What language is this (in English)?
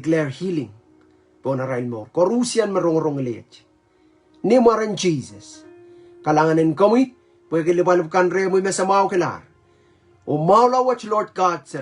Pohnpeian